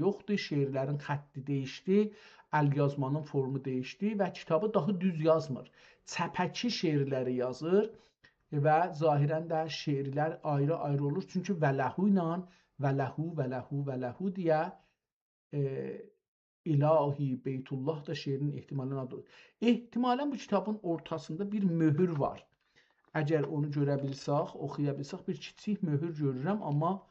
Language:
South Azerbaijani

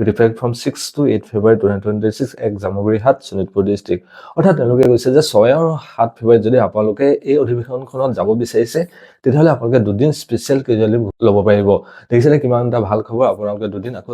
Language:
Assamese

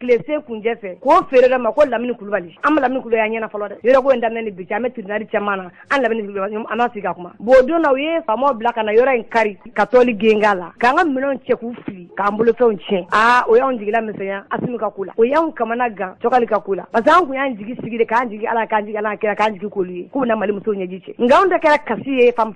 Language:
Bambara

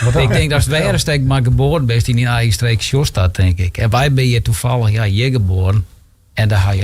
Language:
Western Frisian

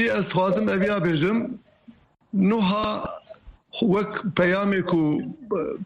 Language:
Kurdish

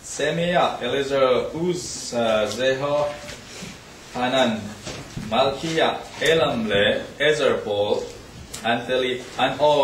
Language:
Falam Chin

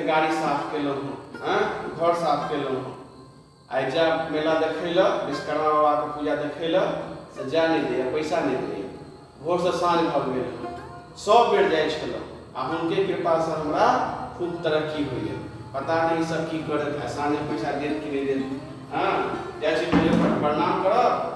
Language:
Maithili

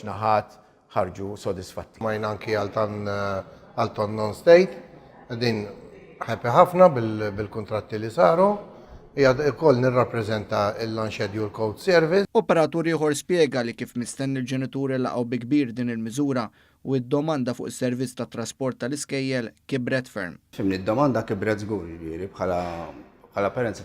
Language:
Maltese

